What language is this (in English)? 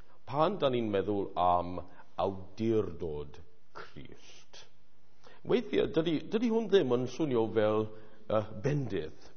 Welsh